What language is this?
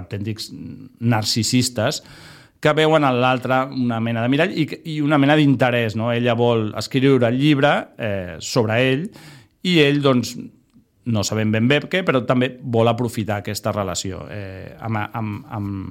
Catalan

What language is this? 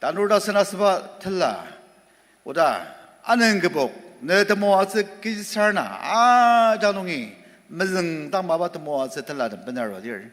Ao Naga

